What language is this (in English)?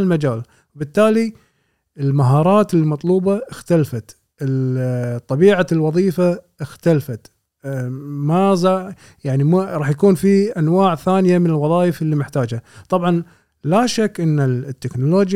Gulf Arabic